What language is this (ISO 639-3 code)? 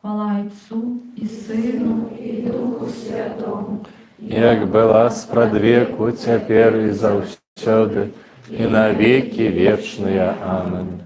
bel